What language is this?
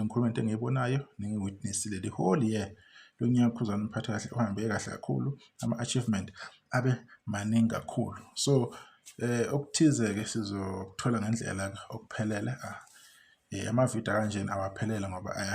Zulu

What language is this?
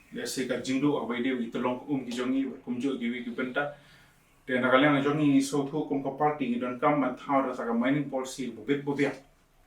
Khasi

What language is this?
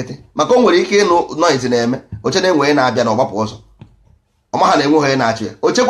Igbo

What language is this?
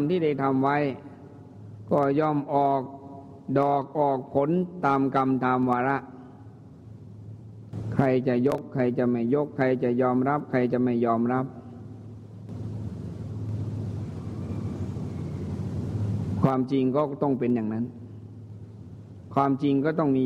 Thai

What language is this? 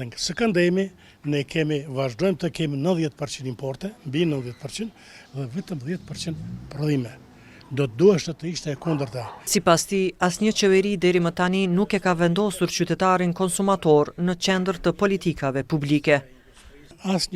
Albanian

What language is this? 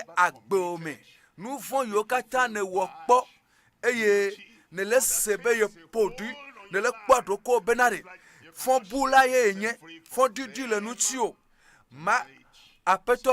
Ewe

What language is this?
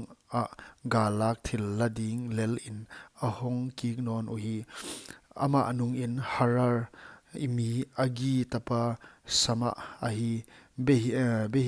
Paite Chin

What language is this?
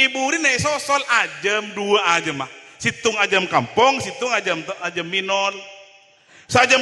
Madurese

